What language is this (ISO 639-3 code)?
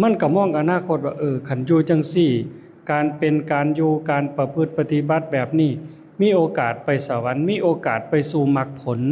lao